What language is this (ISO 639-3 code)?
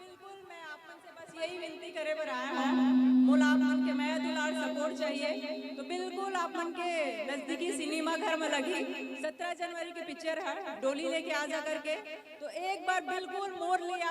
hne